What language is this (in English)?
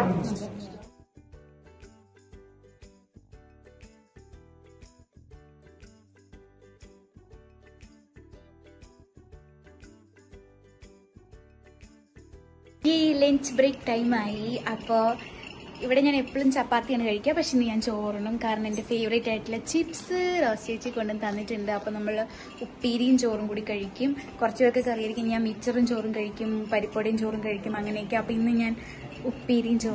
Malayalam